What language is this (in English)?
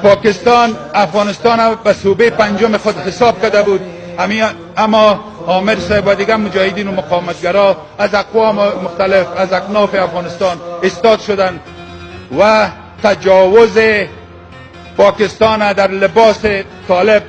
Tajik